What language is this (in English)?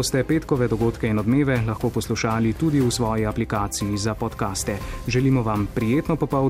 Slovenian